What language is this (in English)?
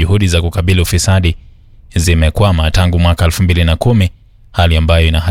Swahili